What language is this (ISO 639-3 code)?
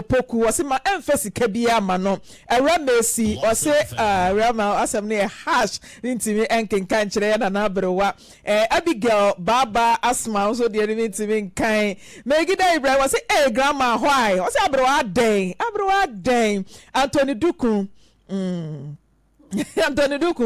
aka